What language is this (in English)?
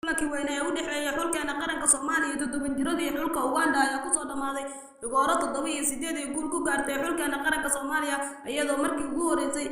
Somali